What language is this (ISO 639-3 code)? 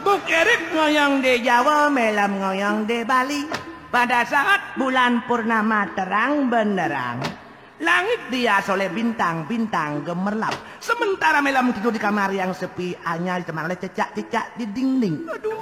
ban